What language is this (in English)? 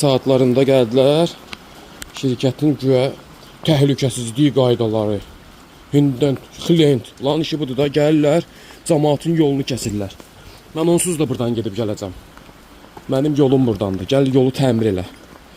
Azerbaijani